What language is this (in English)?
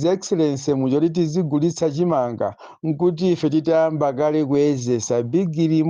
Nyanja